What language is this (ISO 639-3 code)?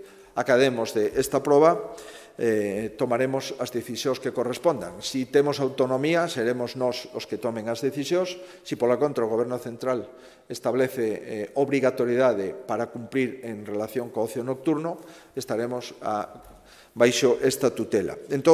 glg